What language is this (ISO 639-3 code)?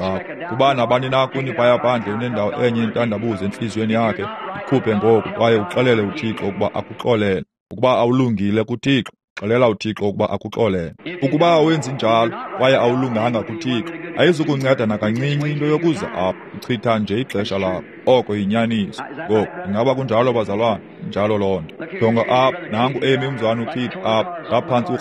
xho